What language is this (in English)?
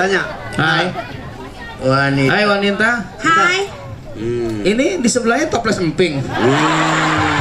Betawi